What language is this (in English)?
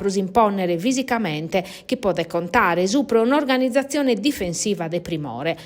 Sardinian